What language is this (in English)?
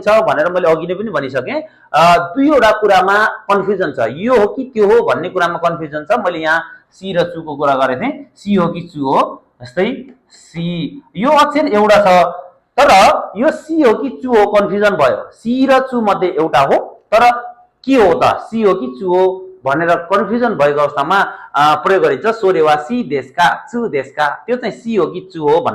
Nepali